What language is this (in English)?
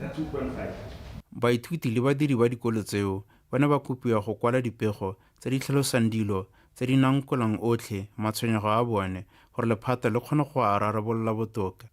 Tswana